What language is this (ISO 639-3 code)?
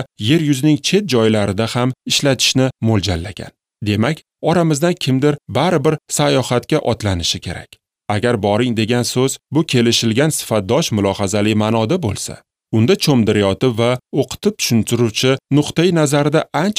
uzb